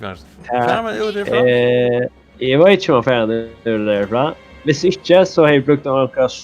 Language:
Faroese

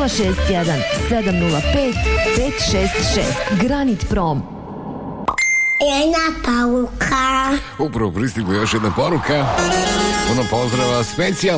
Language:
Bosnian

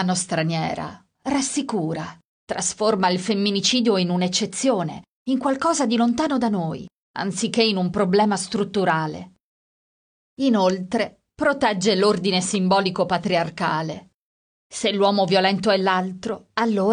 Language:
Italian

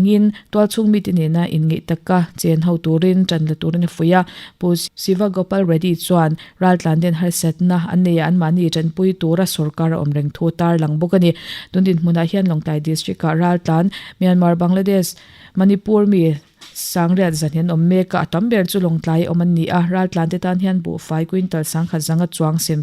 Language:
Mizo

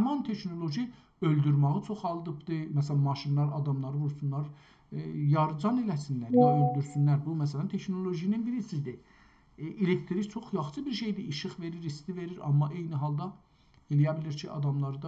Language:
South Azerbaijani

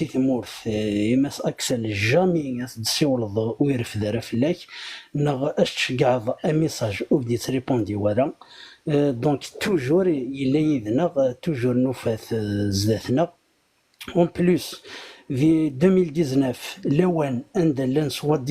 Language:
Kabyle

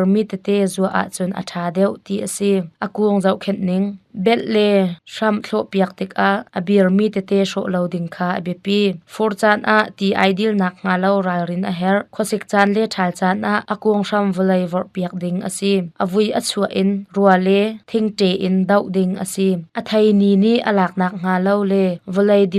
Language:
Hakha Chin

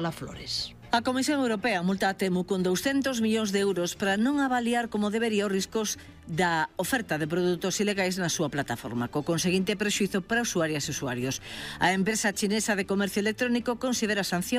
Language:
Galician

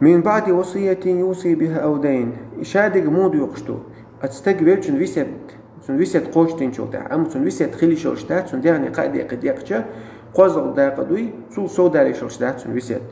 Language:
Chechen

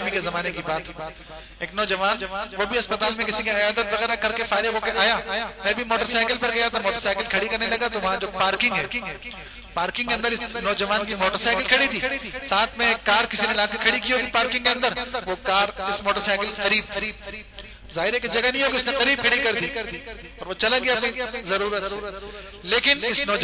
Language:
Urdu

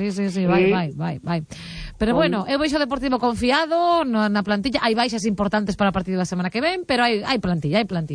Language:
Galician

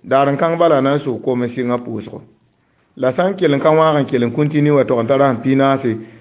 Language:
Mossi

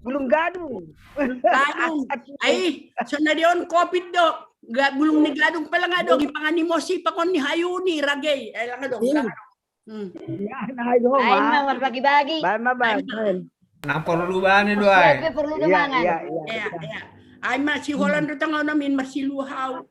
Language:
Batak Simalungun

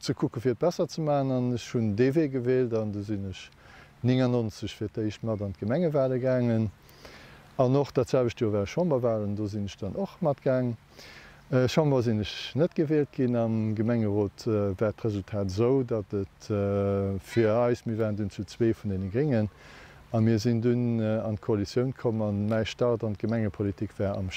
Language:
Luxembourgish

